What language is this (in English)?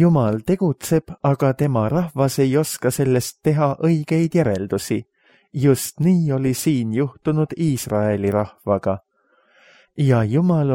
Estonian